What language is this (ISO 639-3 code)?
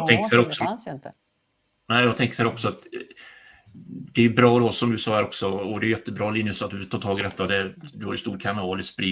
swe